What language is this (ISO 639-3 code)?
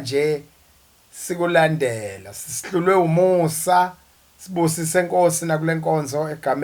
zul